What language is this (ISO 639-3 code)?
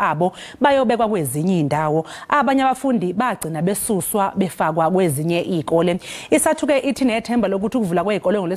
zul